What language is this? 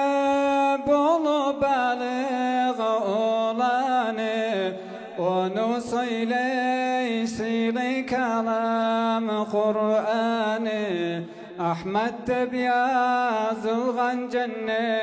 Kumyk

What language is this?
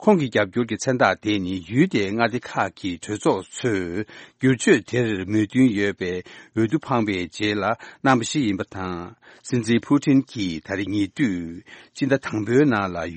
Tibetan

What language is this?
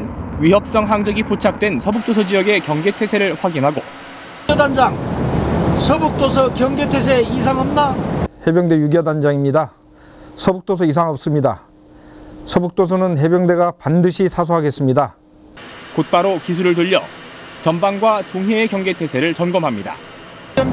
Korean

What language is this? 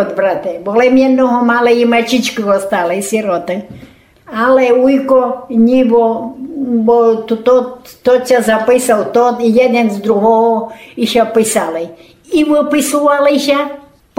Rusyn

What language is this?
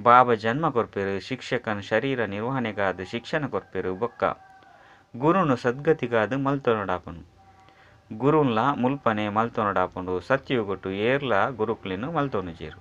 Tulu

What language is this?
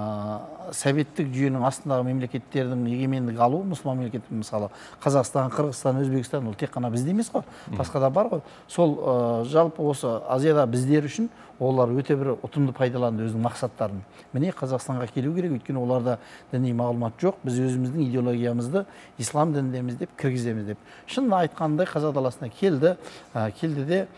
Kazakh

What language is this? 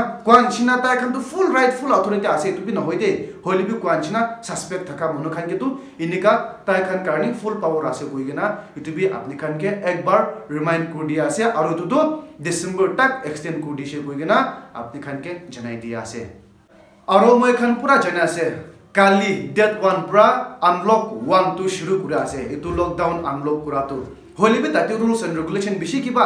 Naga Pidgin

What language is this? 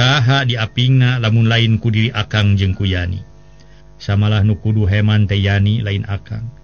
Sundanese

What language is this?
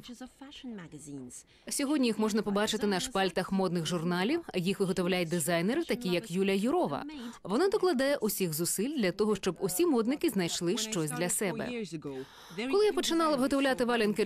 Ukrainian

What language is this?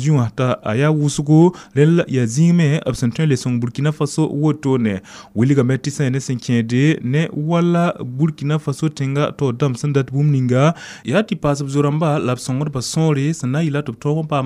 Mossi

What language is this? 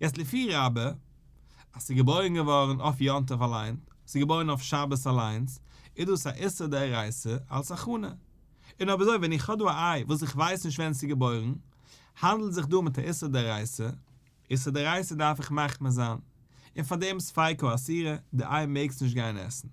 Yiddish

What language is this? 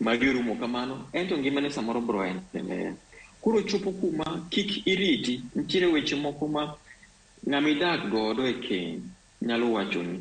Luo (Kenya and Tanzania)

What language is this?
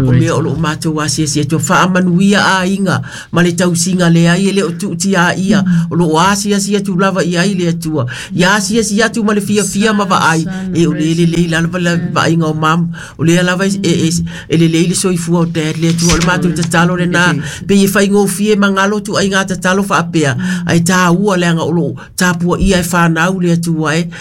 Samoan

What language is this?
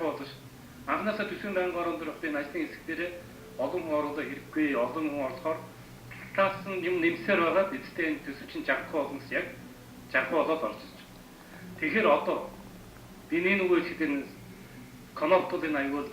Mongolian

